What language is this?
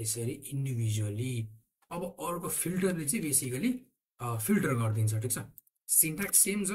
Nepali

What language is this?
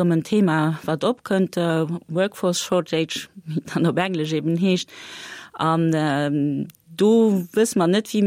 Luxembourgish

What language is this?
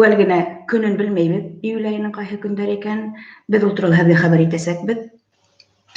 Bashkir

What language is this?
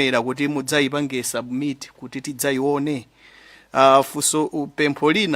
Nyanja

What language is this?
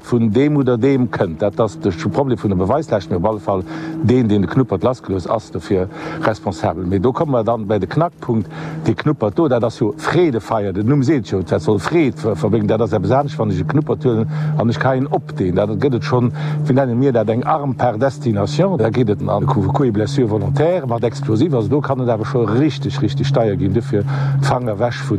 Luxembourgish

